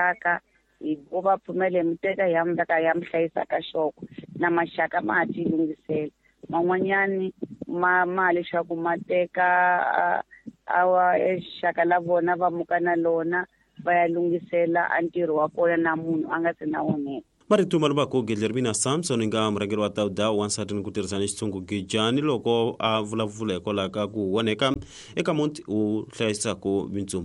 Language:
Tsonga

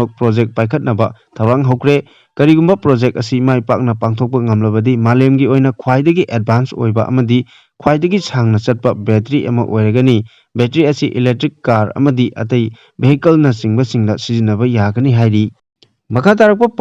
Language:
Manipuri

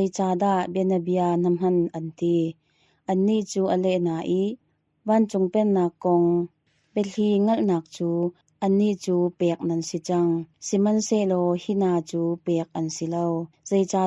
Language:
Hakha Chin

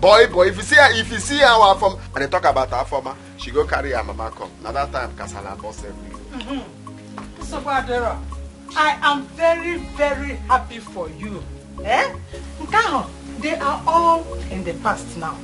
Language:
Nigerian Pidgin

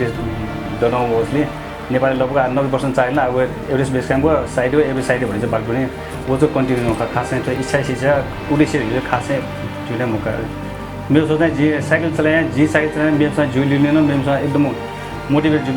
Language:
Newari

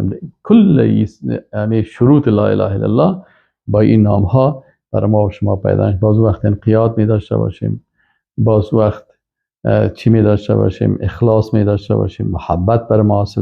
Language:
Persian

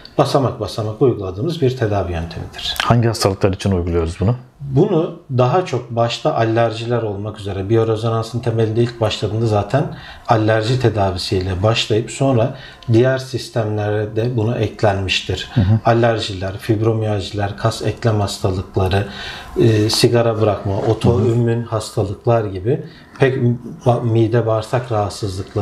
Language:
Turkish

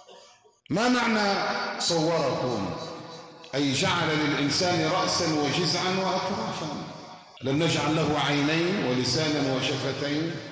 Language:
Arabic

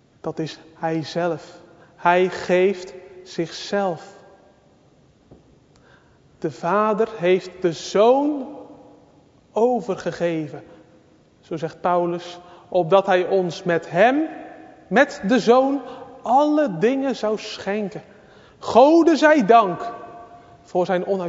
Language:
Dutch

